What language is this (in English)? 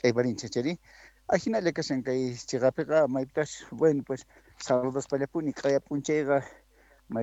Quechua